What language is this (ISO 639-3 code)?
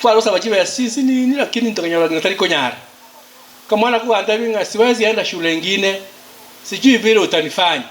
guz